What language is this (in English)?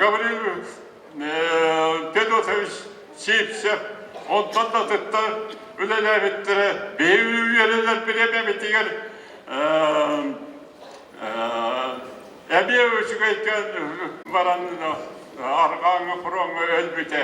Yakut